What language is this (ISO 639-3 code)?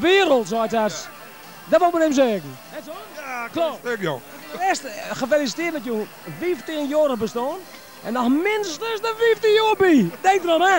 fry